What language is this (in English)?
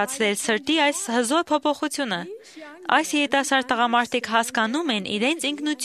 Armenian